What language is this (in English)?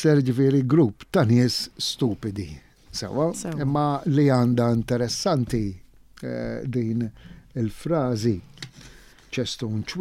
Maltese